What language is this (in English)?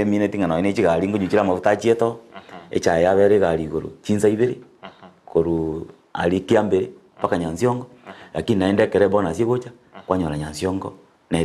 Gusii